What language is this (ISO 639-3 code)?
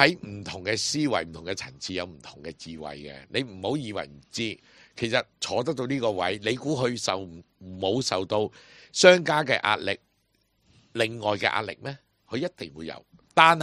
yue